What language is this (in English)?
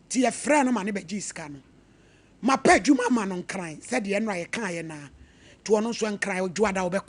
Akan